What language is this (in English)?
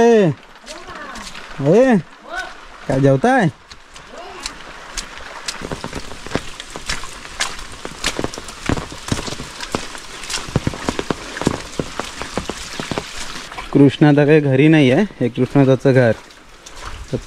Marathi